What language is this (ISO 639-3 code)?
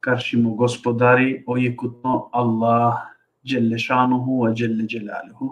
rmn